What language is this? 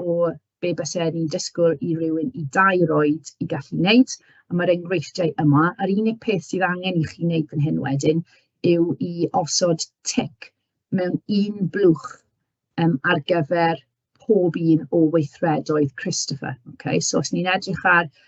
Welsh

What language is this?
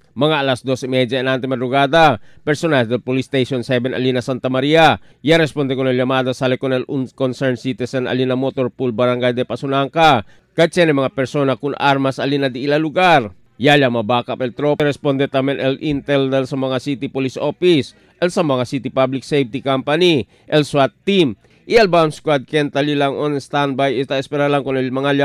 Chavacano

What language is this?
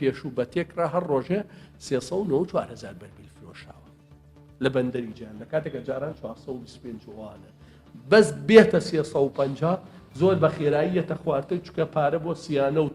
Central Kurdish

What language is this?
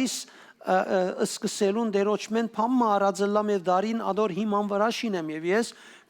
Western Armenian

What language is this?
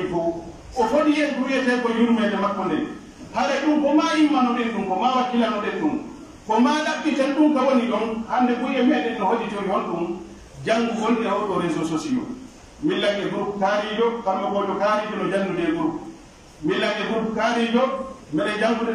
Pular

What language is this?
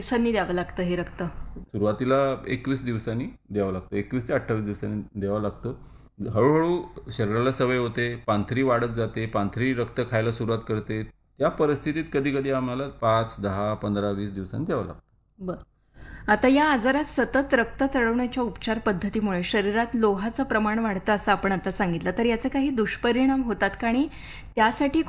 Marathi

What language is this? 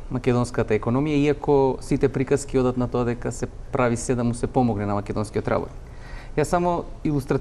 Macedonian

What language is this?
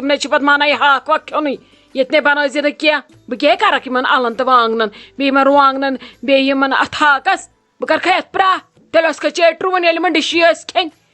Kashmiri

